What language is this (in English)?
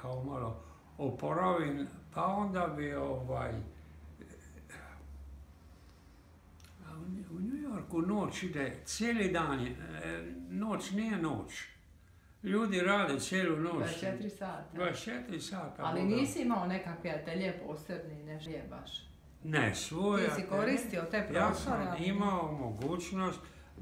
Croatian